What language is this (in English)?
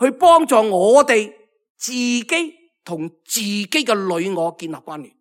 Cantonese